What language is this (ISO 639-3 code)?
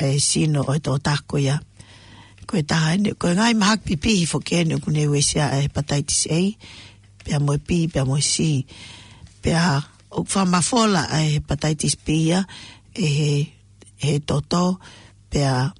ton